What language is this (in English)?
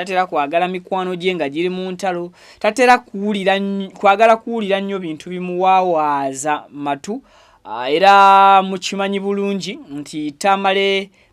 Ganda